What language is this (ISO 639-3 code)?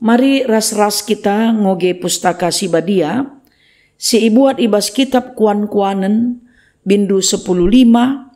btx